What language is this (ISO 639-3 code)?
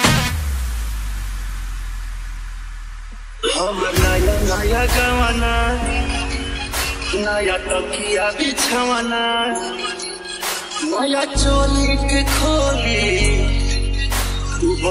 bho